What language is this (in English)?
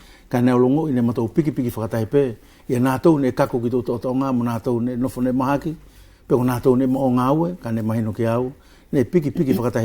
Wallisian